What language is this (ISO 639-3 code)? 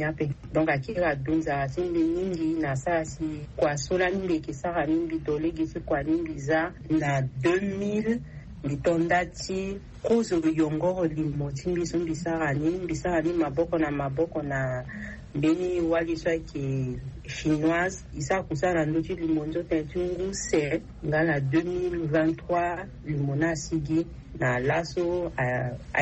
sag